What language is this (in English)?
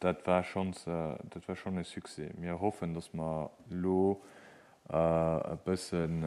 Luxembourgish